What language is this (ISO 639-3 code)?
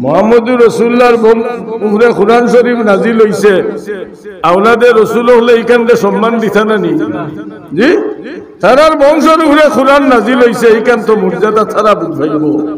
syl